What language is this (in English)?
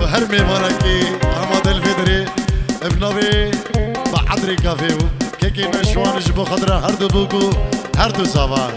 Kurdish